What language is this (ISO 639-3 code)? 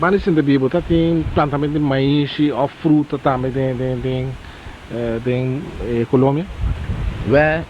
pap